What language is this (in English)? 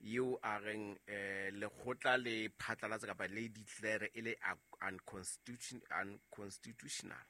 Southern Sotho